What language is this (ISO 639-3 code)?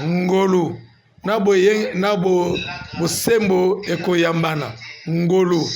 lin